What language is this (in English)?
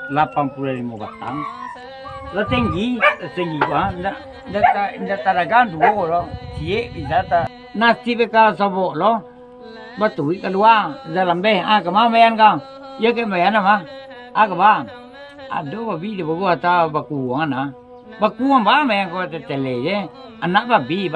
Minangkabau